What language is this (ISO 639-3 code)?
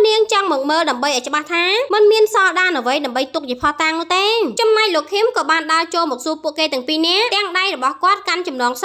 khm